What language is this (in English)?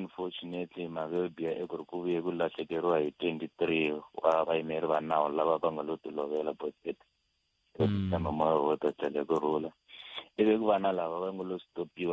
Tsonga